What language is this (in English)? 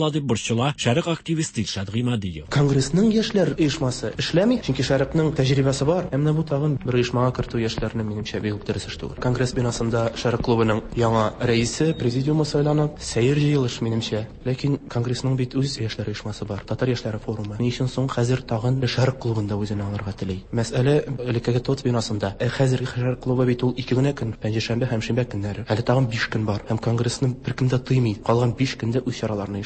Tatar